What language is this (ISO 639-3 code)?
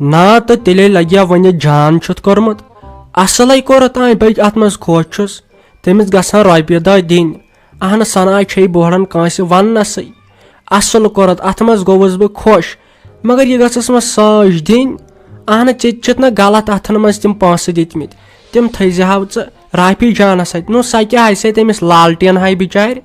kas